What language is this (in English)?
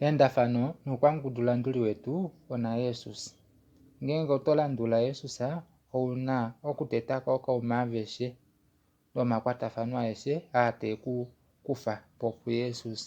Kuanyama